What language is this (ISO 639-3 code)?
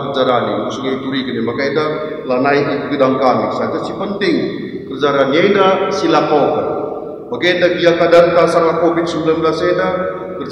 btx